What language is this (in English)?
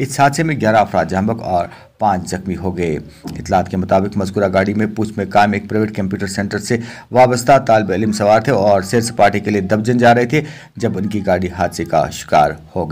Urdu